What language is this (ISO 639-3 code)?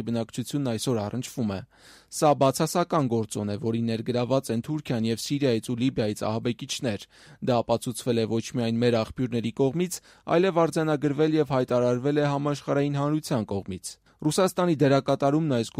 hye